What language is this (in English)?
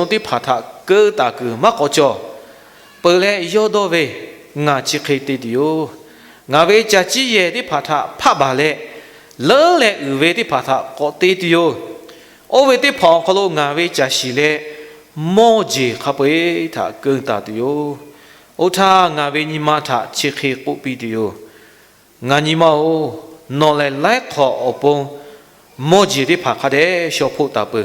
Lahu